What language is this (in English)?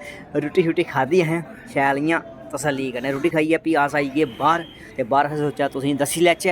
Dogri